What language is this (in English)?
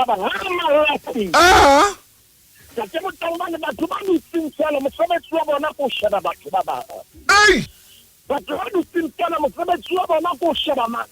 Southern Sotho